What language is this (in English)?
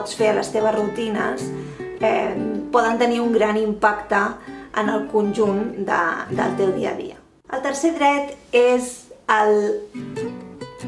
Catalan